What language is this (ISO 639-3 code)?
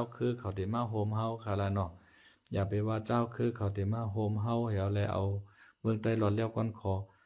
lao